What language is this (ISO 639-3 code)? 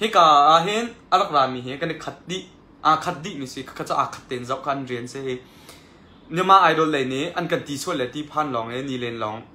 cnh